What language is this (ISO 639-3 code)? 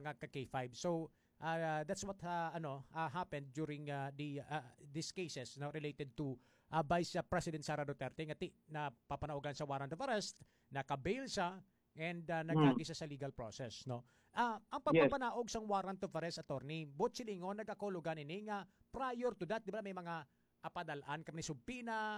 hil